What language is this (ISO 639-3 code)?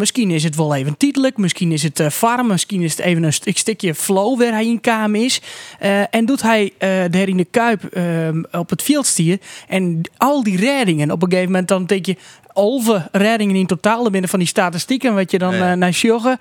fry